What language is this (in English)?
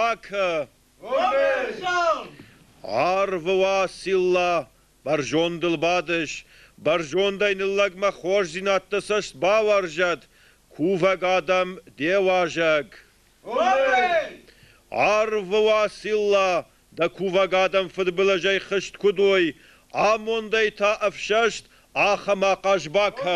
Ossetic